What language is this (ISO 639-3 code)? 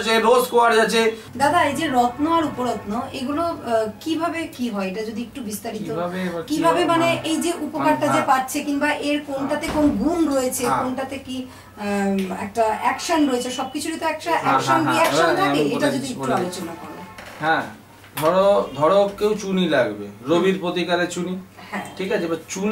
ben